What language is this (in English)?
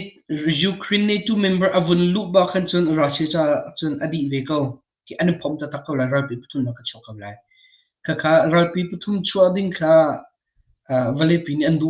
Hakha Chin